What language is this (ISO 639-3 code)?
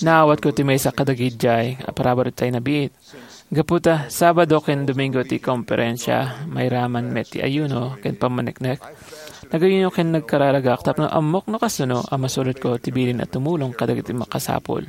ilo